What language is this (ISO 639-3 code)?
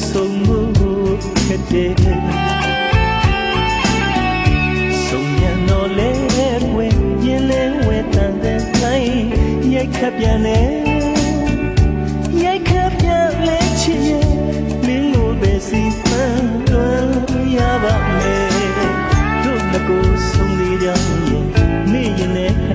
mya